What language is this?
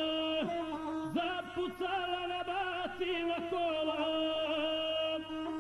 Croatian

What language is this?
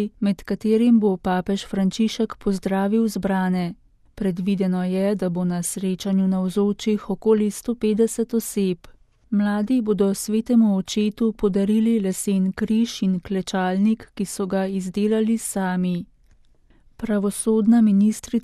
Slovenian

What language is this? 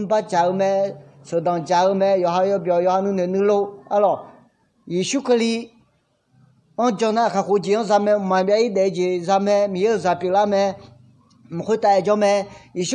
Akha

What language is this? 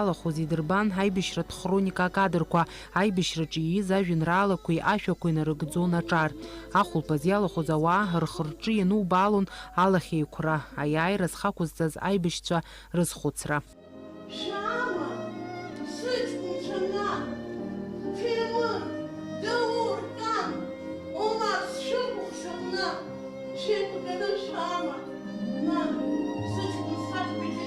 Abkhazian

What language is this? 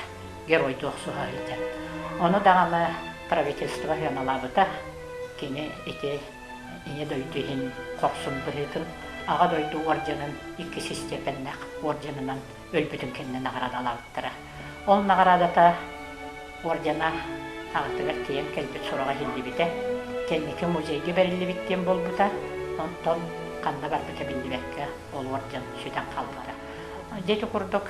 Yakut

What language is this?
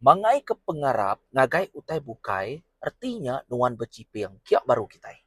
Iban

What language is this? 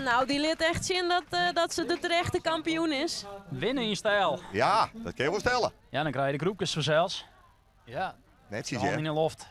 Western Frisian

